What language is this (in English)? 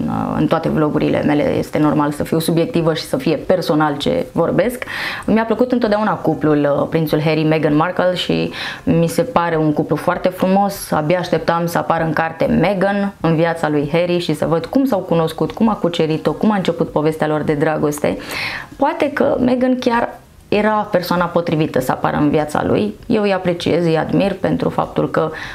Romanian